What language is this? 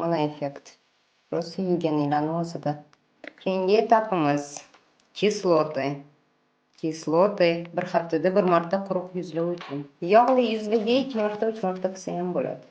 Uzbek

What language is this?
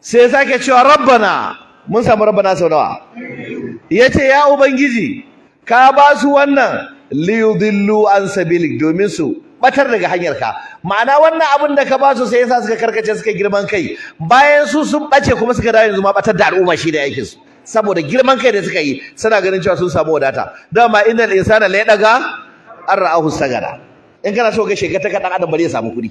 Hausa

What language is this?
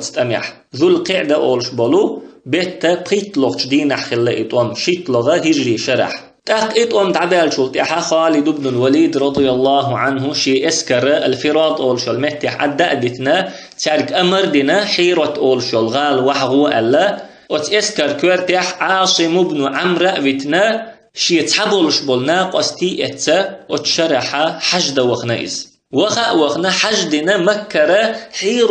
Chechen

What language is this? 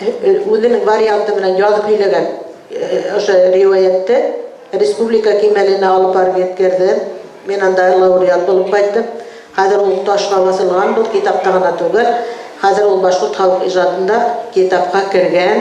Bashkir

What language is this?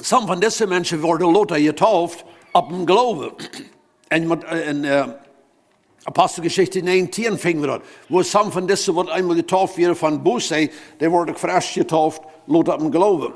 Plautdietsch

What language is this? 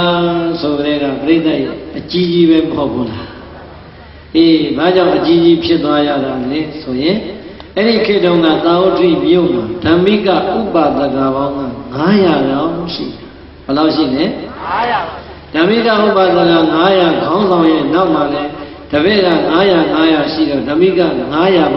Burmese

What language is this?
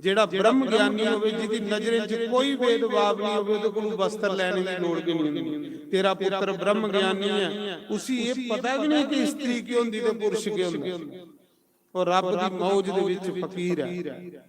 Dogri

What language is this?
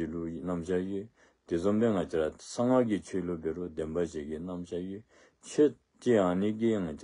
Dzongkha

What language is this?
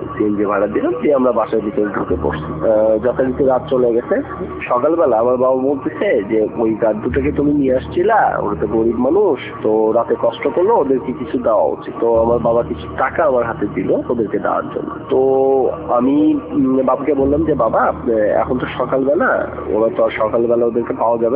Bangla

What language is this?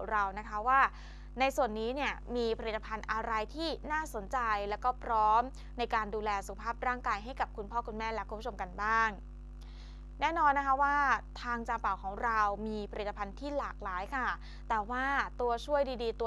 Thai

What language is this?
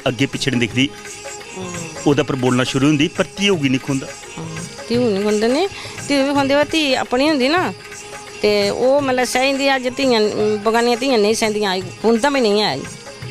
Dogri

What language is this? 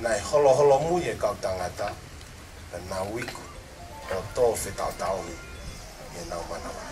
Tongan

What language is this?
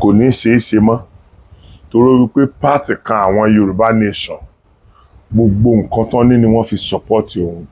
Yoruba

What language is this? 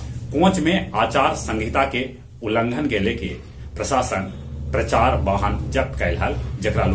Magahi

